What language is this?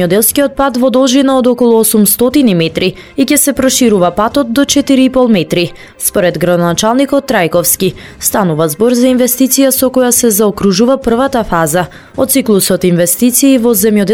Macedonian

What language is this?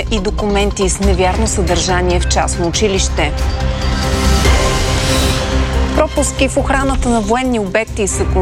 Bulgarian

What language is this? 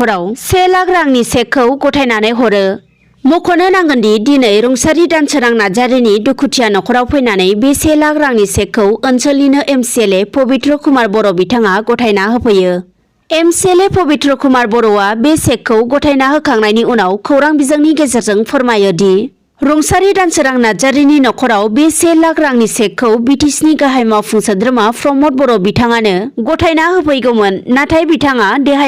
Bodo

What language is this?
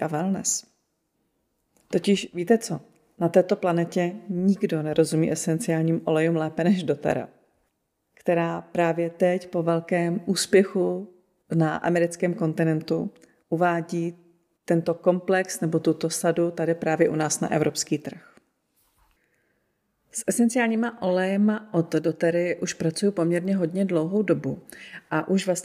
Czech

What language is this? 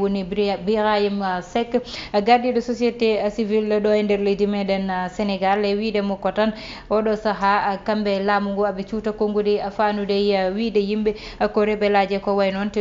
Fula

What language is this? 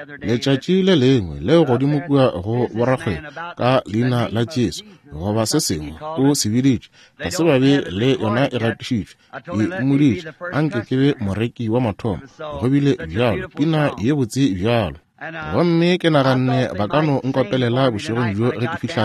Northern Sotho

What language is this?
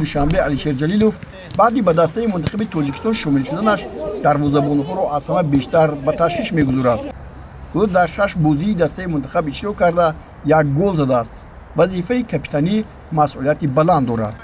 Tajik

